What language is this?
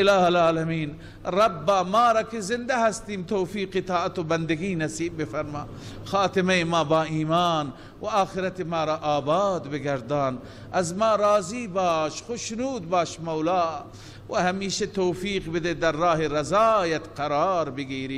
Persian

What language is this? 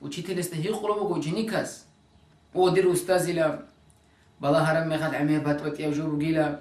Avaric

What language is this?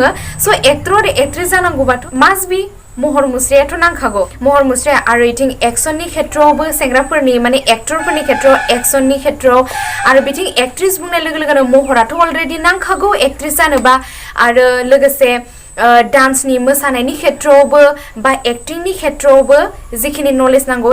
Bodo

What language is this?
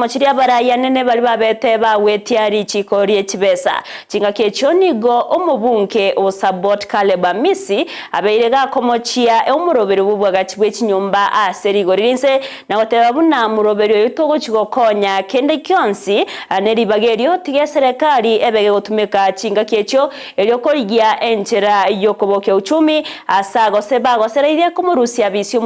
Gusii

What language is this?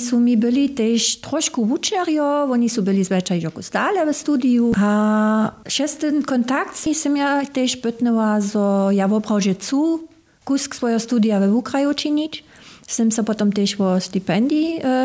Upper Sorbian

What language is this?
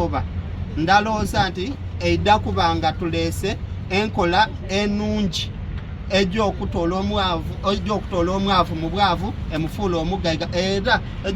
Soga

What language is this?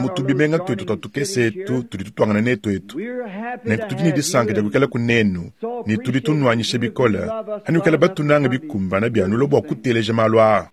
Luba-Lulua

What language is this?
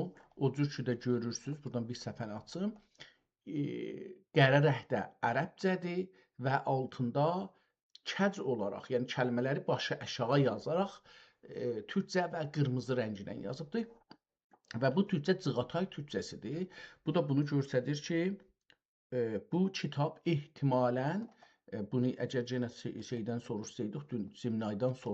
South Azerbaijani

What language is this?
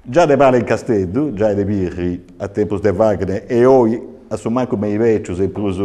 Sardinian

